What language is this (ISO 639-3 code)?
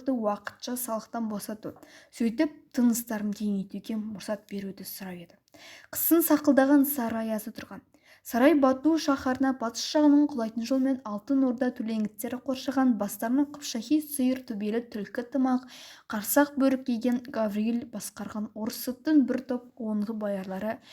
kaz